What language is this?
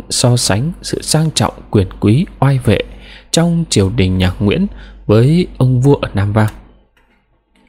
Vietnamese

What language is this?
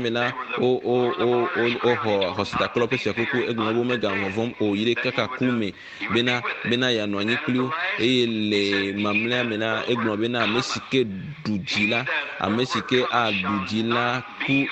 Ewe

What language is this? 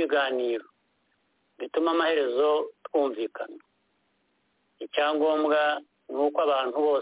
Kinyarwanda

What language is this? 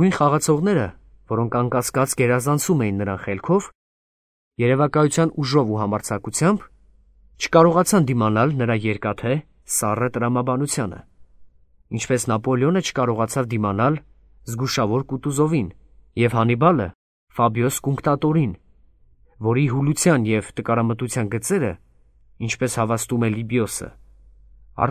Armenian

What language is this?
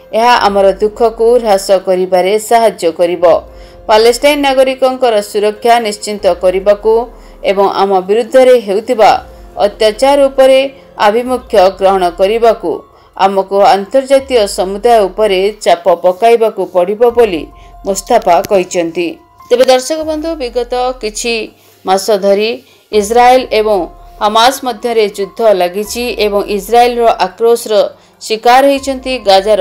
Odia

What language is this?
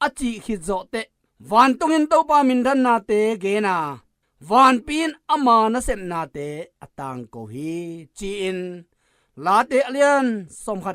Tedim Chin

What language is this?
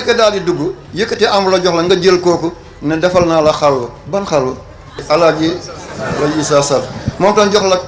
Wolof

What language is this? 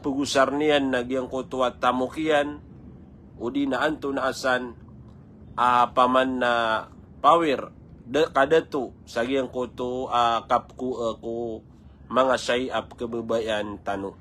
Maranao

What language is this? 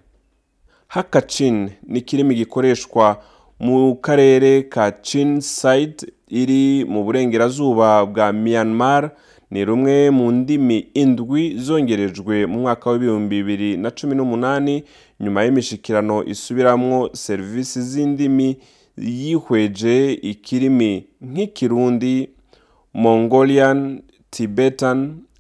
Rundi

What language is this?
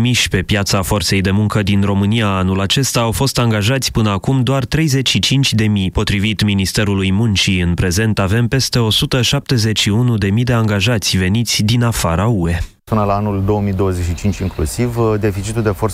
Romanian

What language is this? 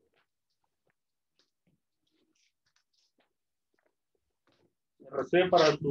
Spanish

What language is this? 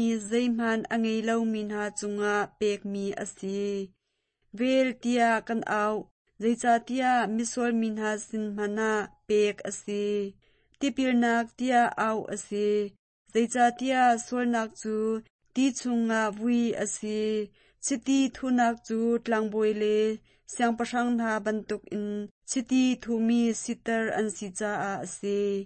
Hakha Chin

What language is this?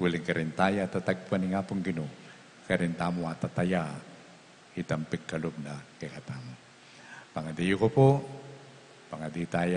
Pampanga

